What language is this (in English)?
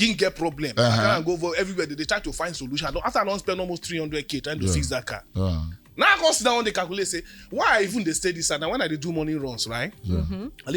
Nigerian Pidgin